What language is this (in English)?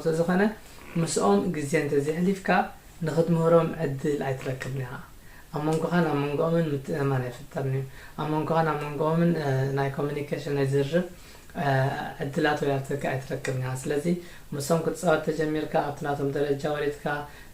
Tigrinya